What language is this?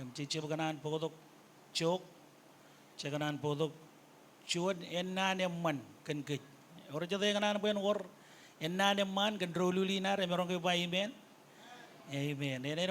Marshallese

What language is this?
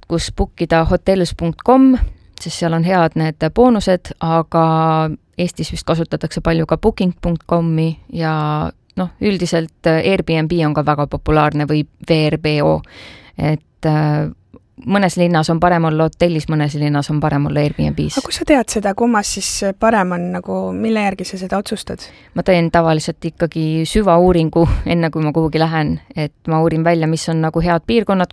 Estonian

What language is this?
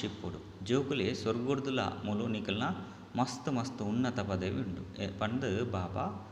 Tulu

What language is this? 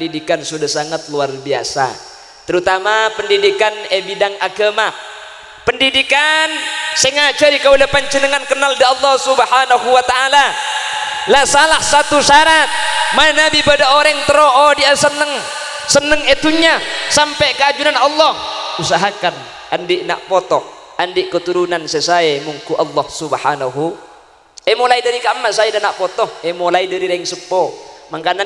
Madurese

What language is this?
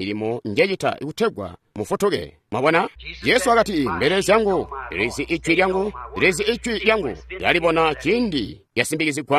Tonga (Zambia)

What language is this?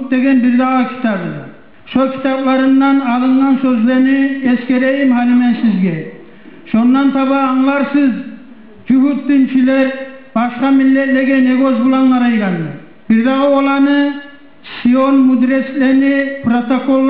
Kumyk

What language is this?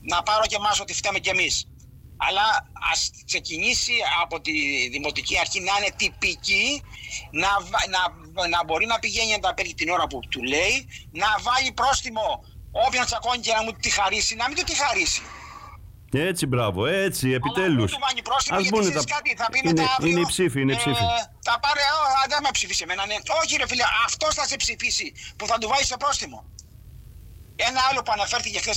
Greek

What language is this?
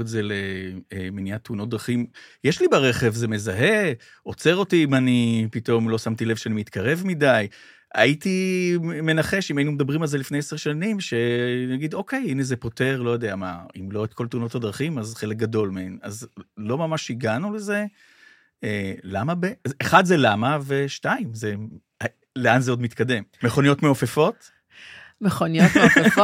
Hebrew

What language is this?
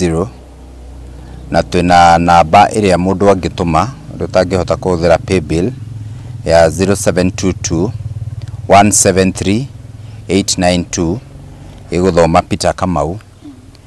Kikuyu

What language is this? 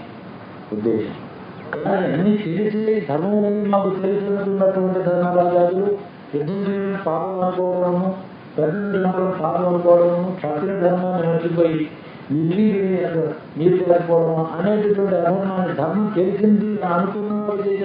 Telugu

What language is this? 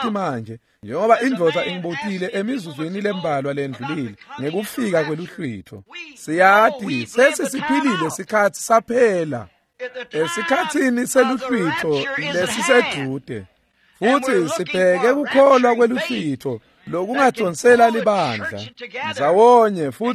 Swati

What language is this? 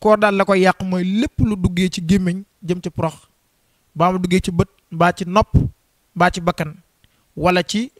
Wolof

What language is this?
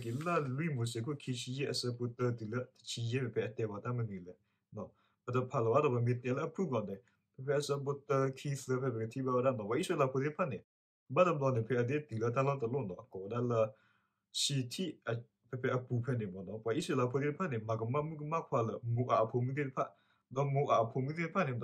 S'gaw Karen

